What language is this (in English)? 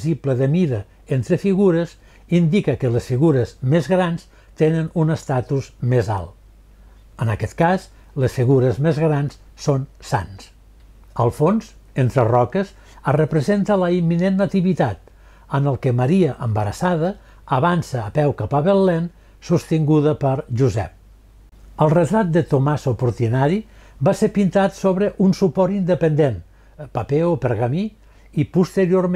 Catalan